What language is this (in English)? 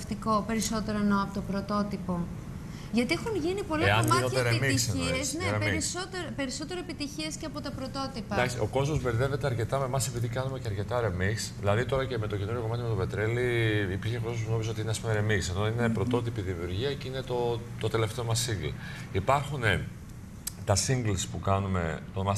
Greek